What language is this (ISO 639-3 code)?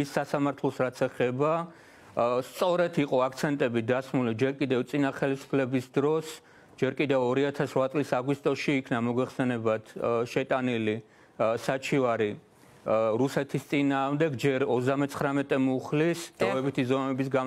kat